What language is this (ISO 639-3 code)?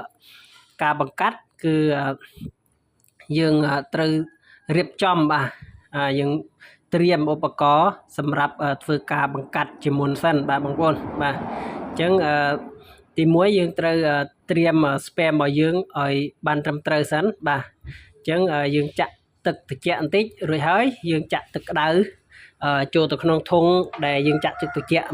khm